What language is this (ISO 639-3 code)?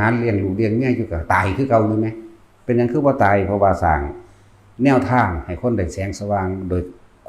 tts